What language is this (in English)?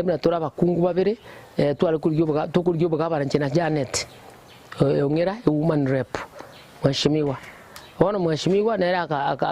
Gusii